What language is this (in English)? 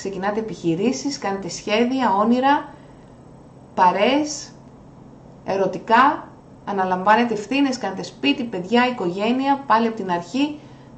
Greek